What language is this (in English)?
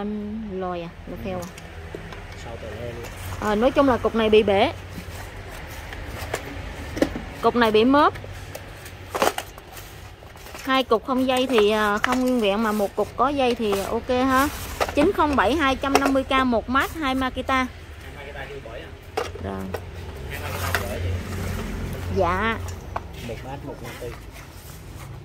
Vietnamese